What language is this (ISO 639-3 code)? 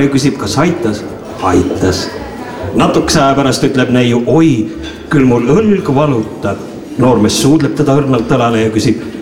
est